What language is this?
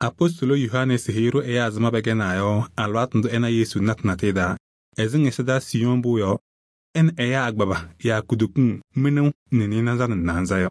Kabiyè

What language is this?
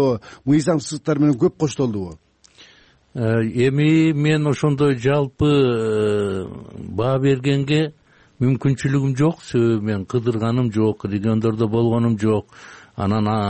Kyrgyz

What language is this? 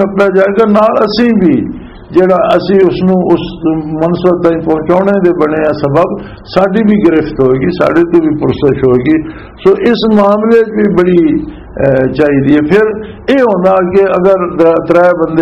Western Panjabi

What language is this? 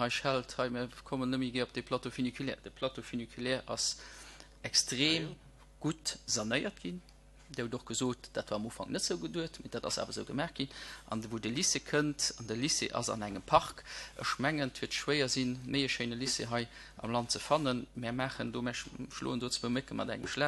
Luxembourgish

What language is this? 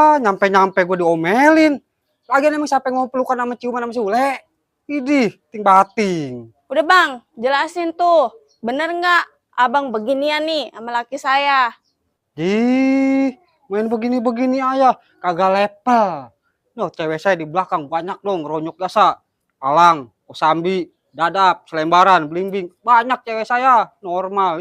Betawi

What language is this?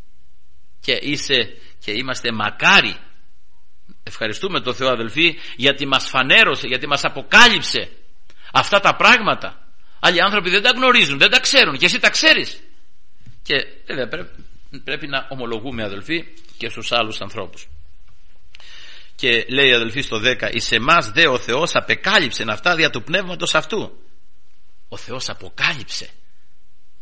Greek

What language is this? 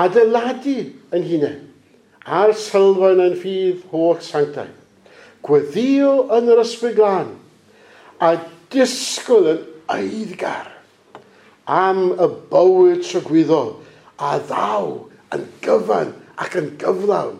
Welsh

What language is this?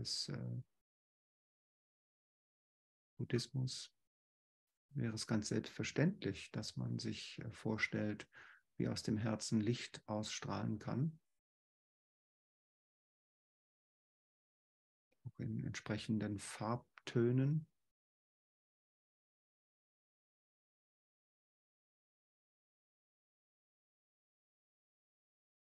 German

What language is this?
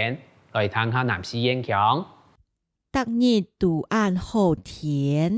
Hakka Chinese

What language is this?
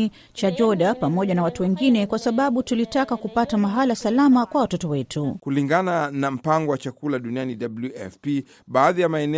Swahili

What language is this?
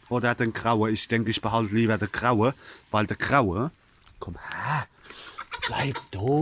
Palatine German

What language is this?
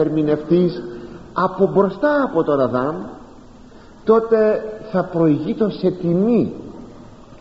Greek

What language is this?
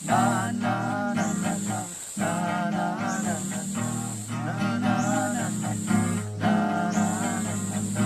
Chang Naga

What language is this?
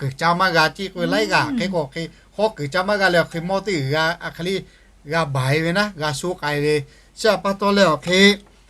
Lahu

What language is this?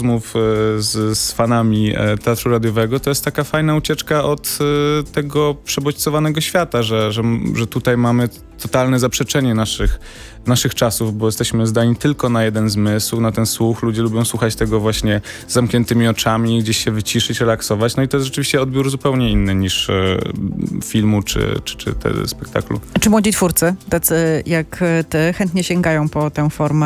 Polish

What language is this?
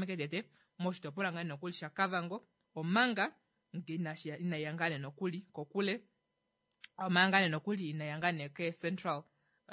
Kuanyama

